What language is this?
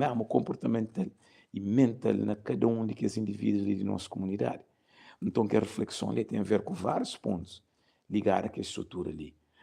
Kabuverdianu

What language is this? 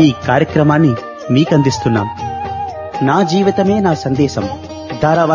Telugu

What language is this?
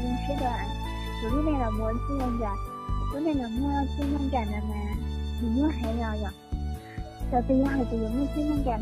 Hmong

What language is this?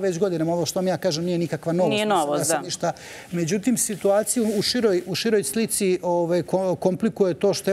Serbian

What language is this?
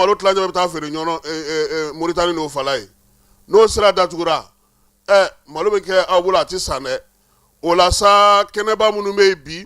Bambara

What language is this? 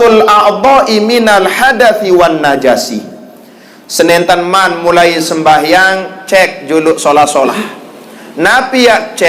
Sasak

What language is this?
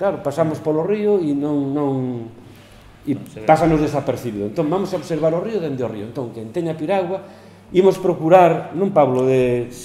Galician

